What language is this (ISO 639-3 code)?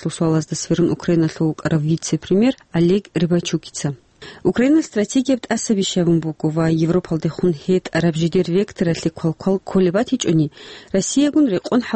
ava